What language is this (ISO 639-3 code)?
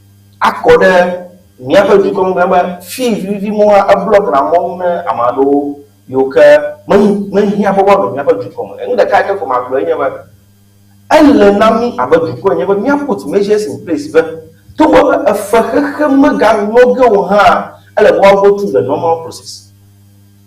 ewe